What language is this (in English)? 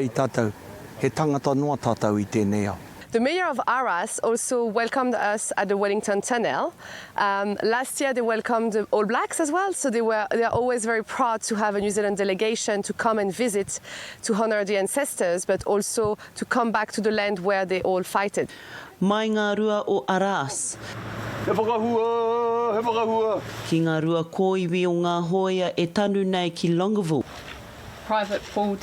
Māori